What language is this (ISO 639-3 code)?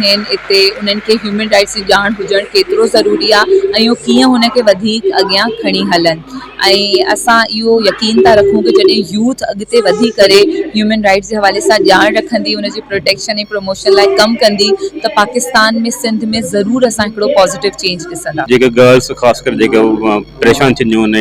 snd